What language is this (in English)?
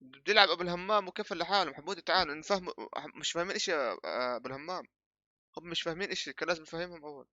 North Levantine Arabic